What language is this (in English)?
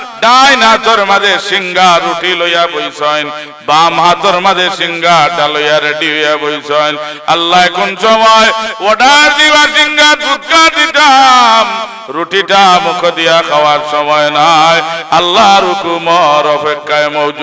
Sylheti